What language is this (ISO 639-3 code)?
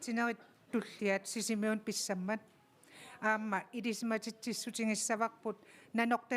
kal